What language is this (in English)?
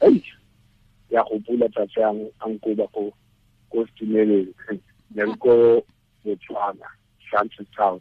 Tswana